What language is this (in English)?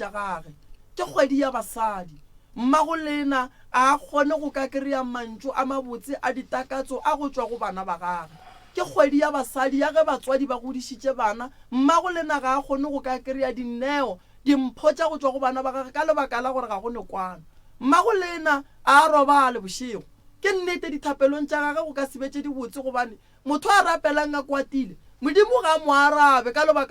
Northern Sotho